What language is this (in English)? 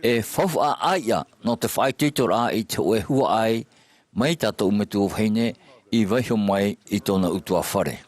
Tahitian